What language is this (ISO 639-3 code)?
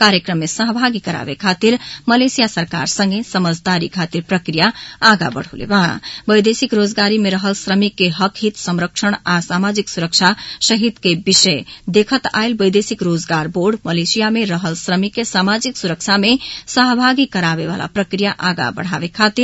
bho